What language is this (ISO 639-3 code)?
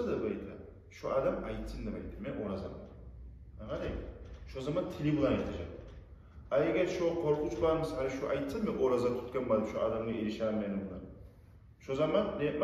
kum